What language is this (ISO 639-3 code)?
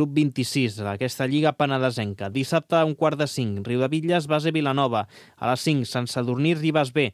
cat